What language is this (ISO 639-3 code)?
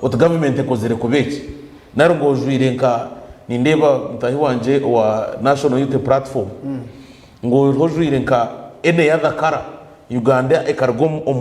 nyn